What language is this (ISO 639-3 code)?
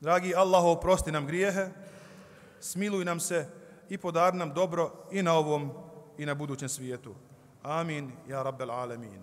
bos